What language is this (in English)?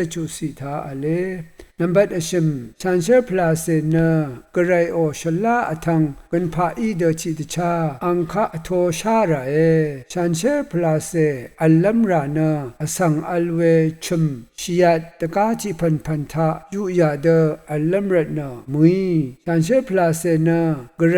Rawang